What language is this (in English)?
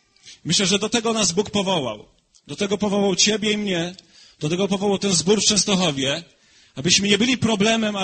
Polish